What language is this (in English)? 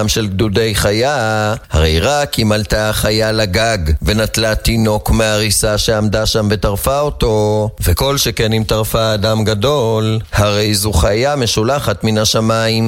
Hebrew